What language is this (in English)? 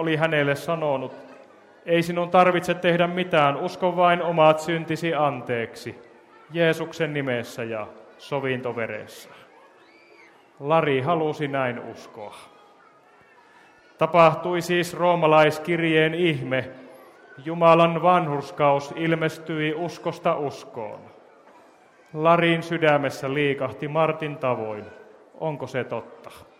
Finnish